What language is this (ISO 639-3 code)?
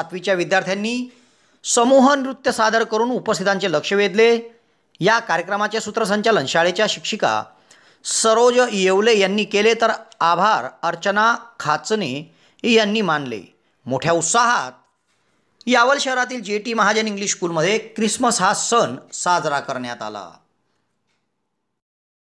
mar